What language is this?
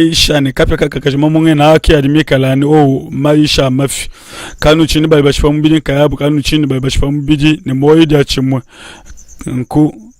Luba-Lulua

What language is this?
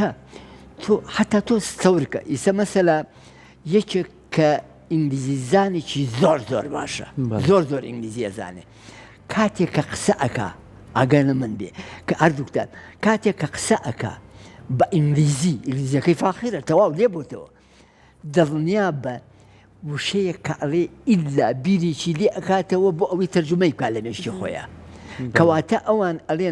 Central Kurdish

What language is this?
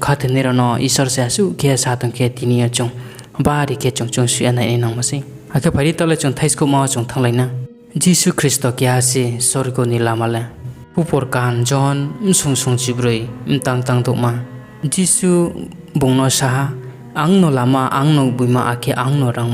Riang (India)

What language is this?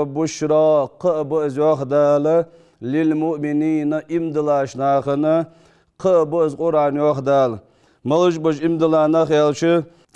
Ingush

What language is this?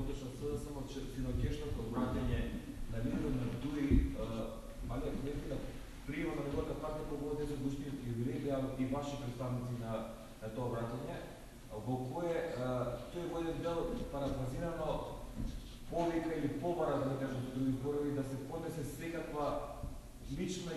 Macedonian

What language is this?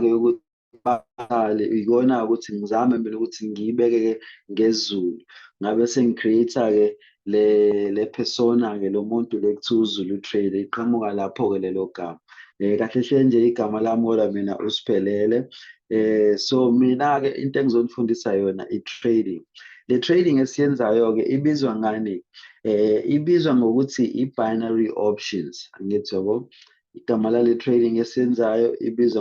Zulu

